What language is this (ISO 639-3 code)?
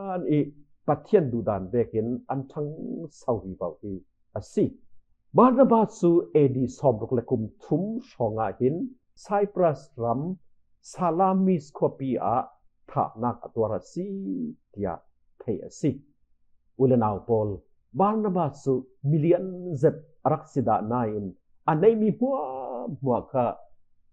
cfm